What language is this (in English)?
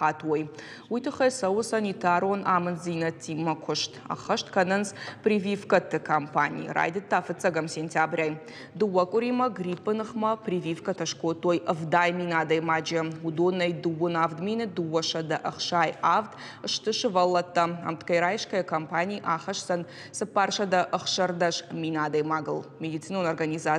Ossetic